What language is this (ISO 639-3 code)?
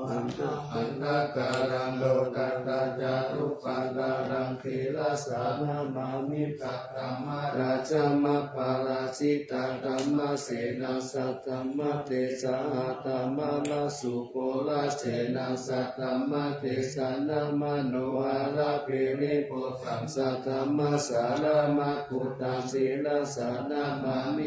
pli